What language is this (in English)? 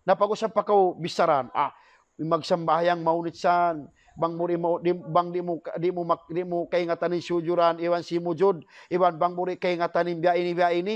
Tausug